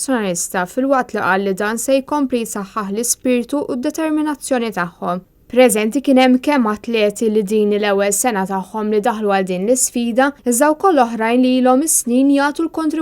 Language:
Maltese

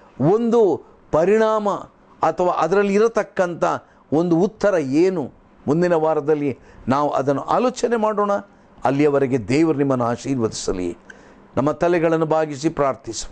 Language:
Kannada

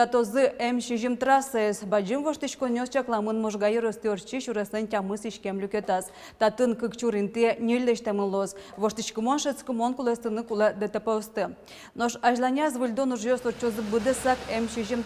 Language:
Udmurt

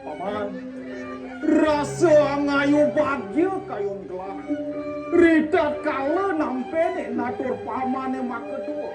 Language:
Balinese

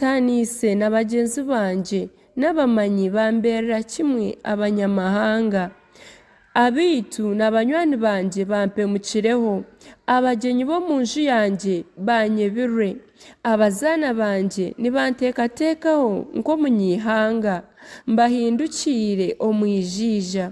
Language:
Nyankole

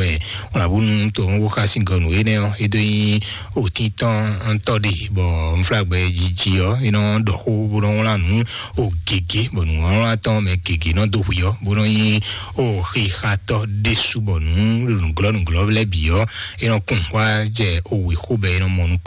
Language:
Fon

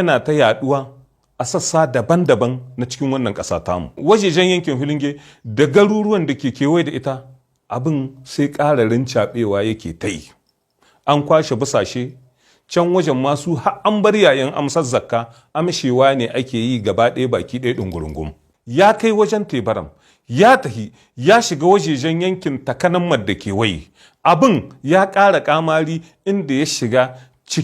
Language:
Hausa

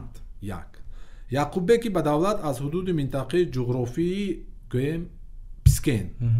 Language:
Tajik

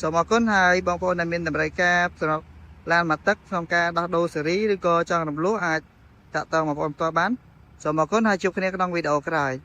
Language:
Khmer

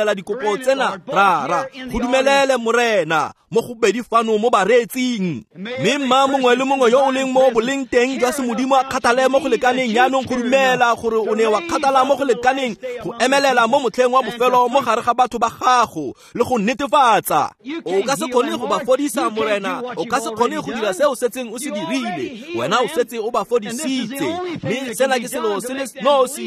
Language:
Tswana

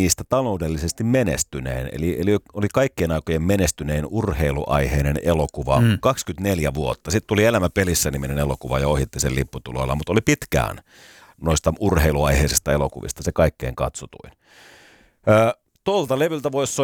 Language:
Finnish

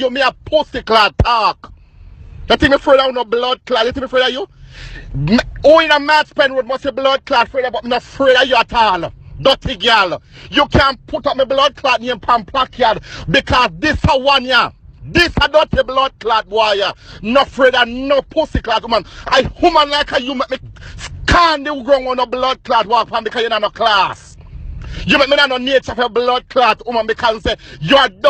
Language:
Jamaican Creole English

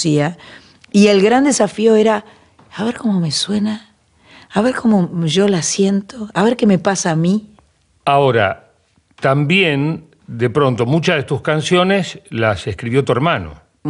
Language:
Spanish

